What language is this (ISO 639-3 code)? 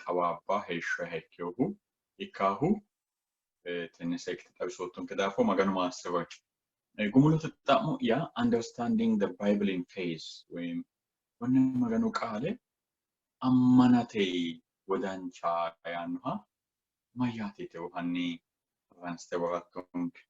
sid